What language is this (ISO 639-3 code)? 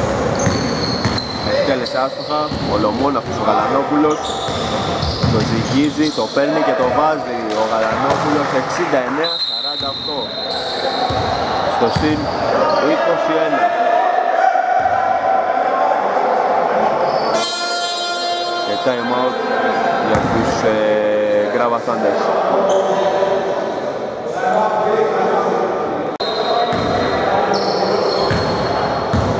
ell